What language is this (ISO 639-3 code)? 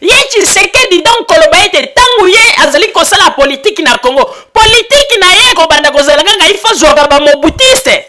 lin